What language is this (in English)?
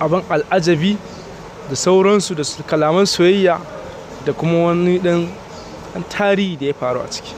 Hausa